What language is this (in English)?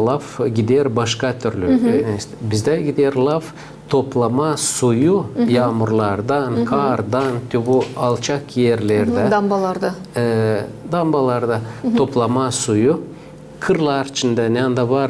Gagauz